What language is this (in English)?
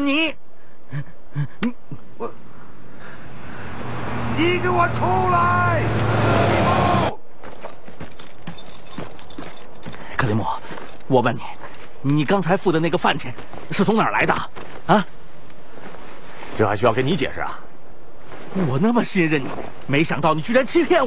Chinese